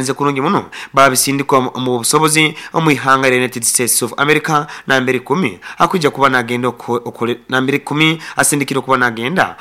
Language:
Nyoro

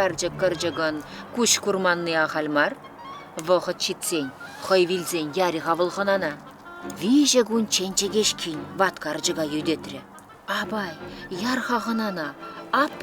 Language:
Chuvash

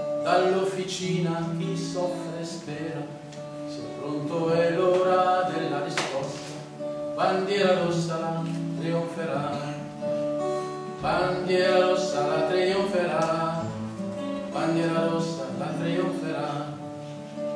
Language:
Italian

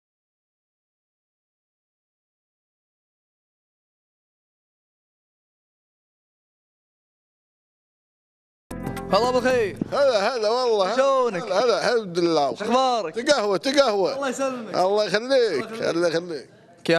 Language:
Gulf Arabic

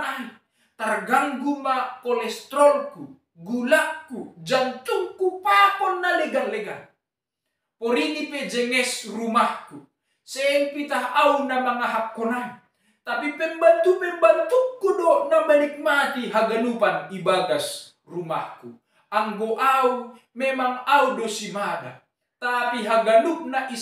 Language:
Batak Simalungun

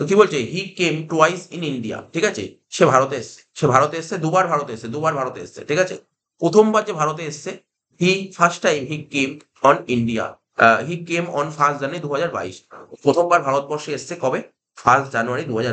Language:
Bangla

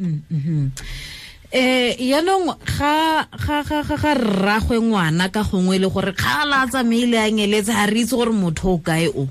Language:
Tswana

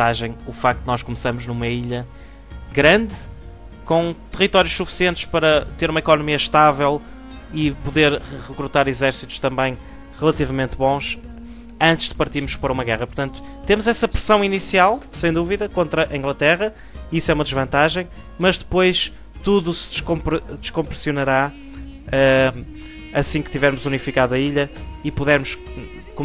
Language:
Portuguese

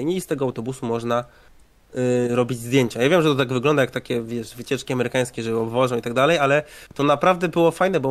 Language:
Polish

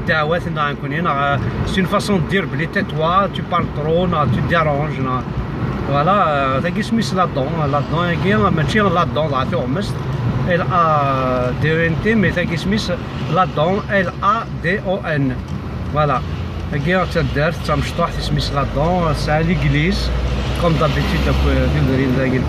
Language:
Kabyle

